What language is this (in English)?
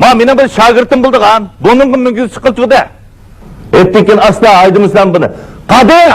Uyghur